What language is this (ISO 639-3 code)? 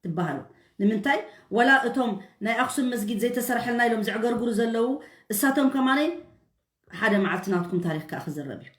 tir